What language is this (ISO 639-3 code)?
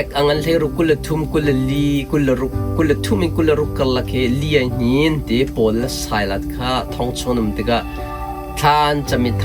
cnh